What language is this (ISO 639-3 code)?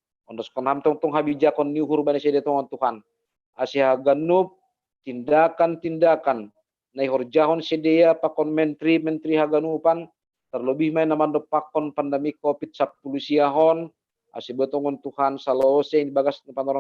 bts